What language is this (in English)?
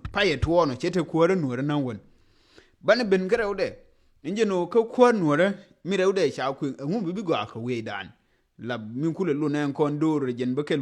Nuer